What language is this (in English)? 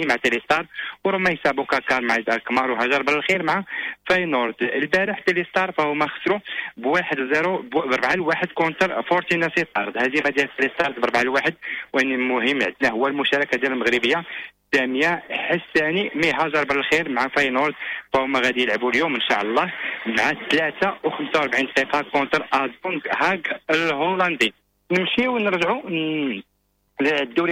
Moroccan Arabic